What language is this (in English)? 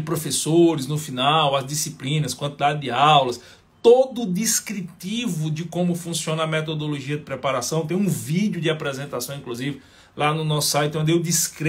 Portuguese